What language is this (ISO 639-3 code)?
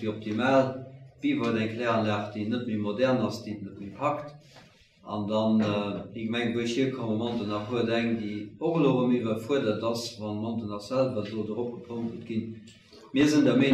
ltz